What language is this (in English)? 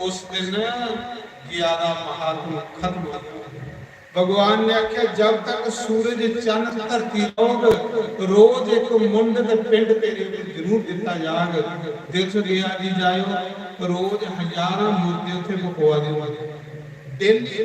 Dogri